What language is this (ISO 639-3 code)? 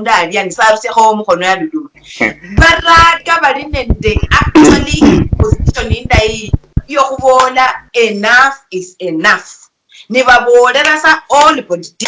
luy